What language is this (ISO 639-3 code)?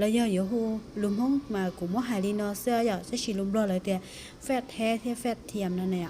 hmn